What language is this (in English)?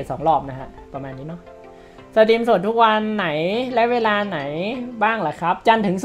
Thai